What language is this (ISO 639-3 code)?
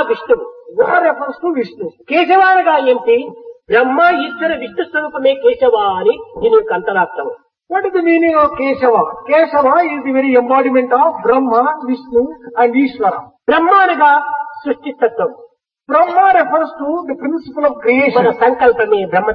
tel